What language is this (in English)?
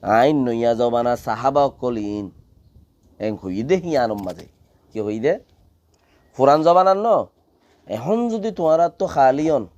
Rohingya